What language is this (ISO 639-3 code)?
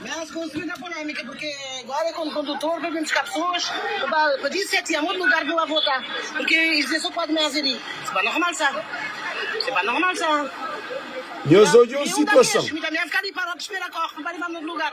kea